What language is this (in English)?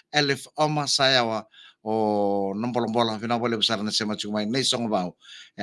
Fijian